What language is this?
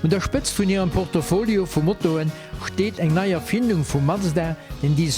Luxembourgish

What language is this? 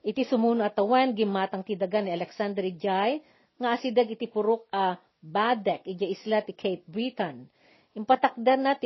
Iloko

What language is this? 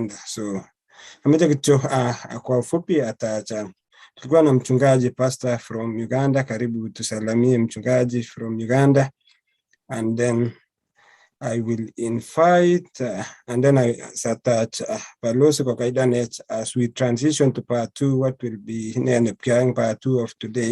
Kalenjin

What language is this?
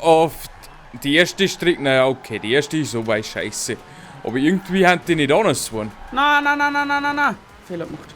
Bavarian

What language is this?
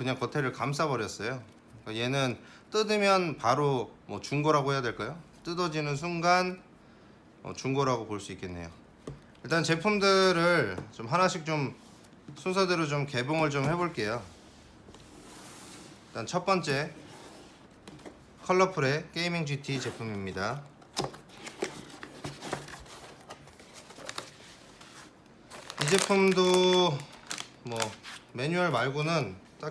Korean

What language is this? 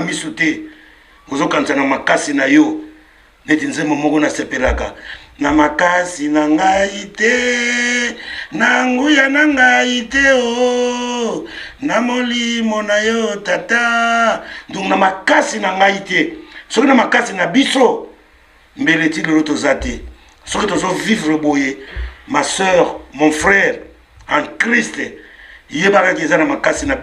Lingala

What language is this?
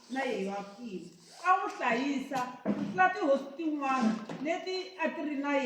Tsonga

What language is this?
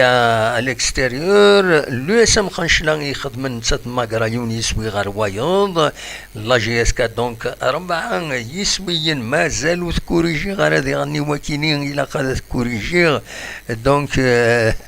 Kabyle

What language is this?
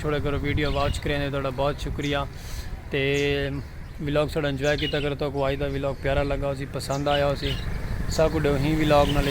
Saraiki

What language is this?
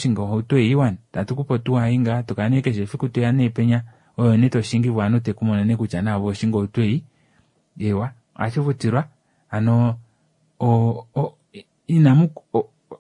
Kuanyama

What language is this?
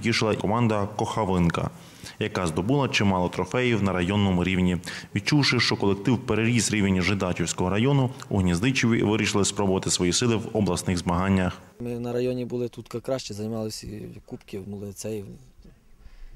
Ukrainian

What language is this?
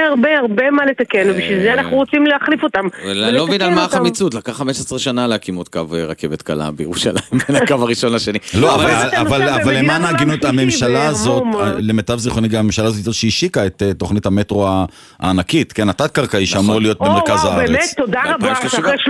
Hebrew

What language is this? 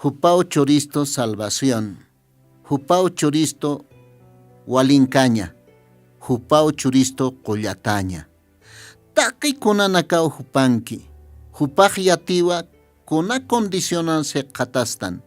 Aymara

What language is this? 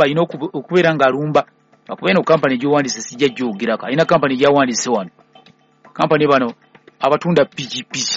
Ganda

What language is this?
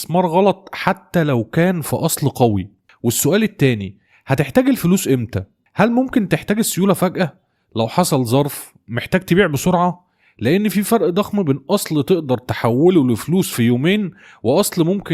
Egyptian Arabic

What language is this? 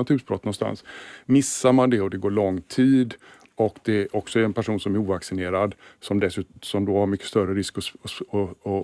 Swedish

